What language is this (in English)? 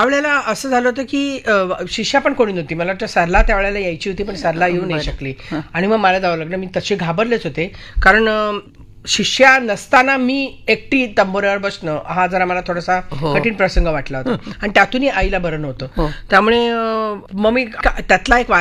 Marathi